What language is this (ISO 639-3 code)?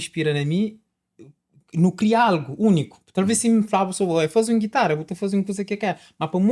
kea